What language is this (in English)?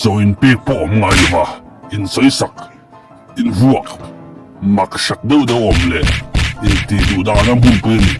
Mizo